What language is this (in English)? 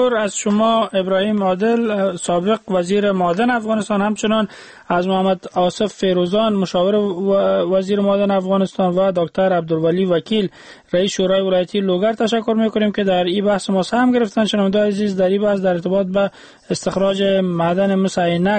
Persian